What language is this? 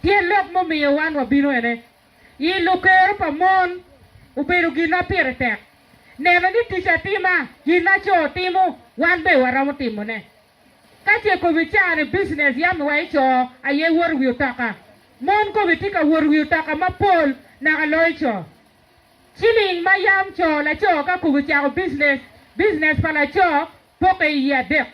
Acoli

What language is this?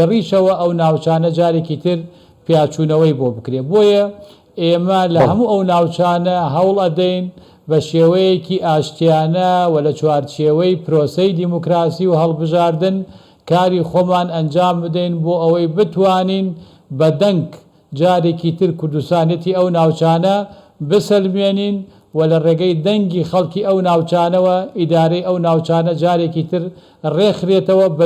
Central Kurdish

